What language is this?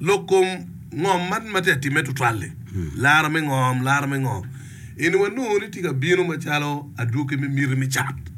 Acoli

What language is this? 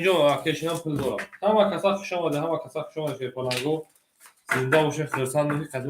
Tajik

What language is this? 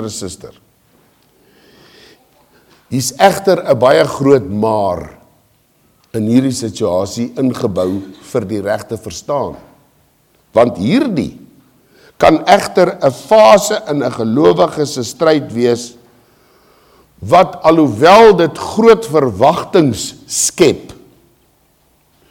Afrikaans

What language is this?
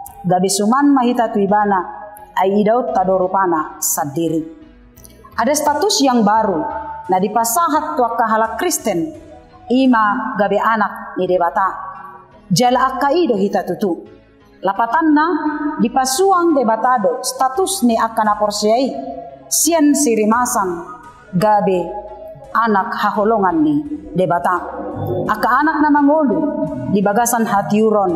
Batak Toba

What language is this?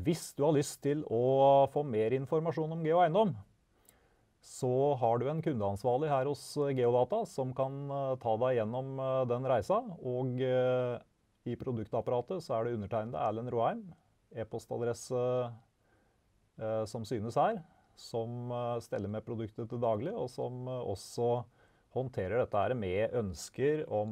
Norwegian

